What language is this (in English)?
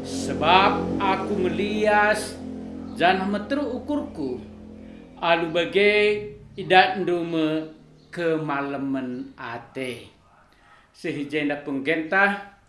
Batak Karo